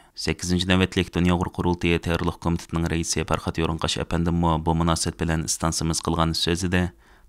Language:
Uyghur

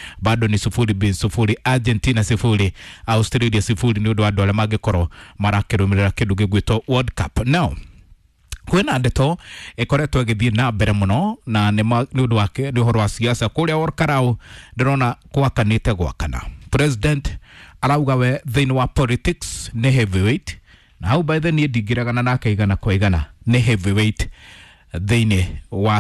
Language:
Kikuyu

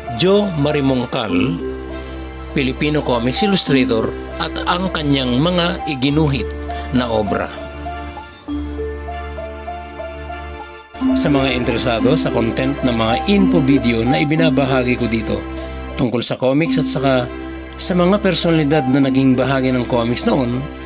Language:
Filipino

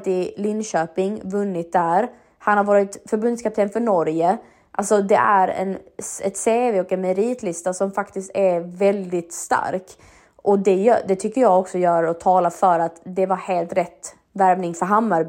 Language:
Swedish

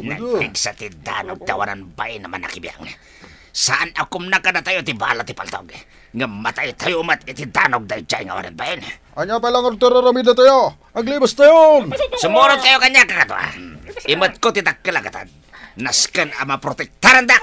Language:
Iloko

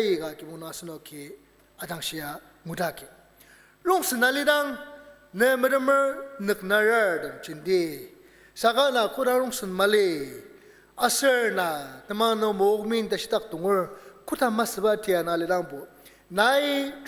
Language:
Ao Naga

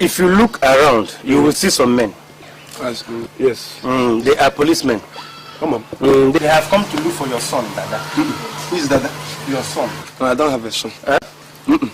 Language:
Nigerian Pidgin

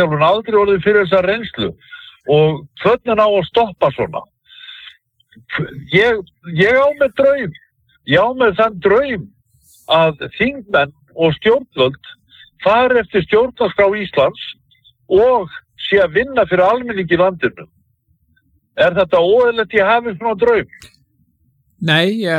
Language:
Icelandic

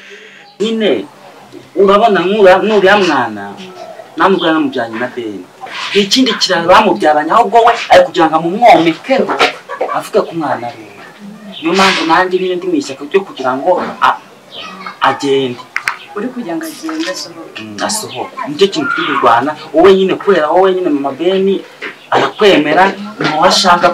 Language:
Kinyarwanda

